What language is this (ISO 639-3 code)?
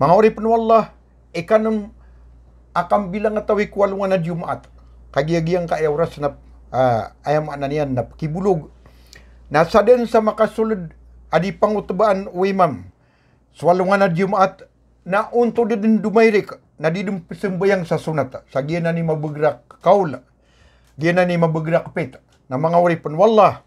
mrw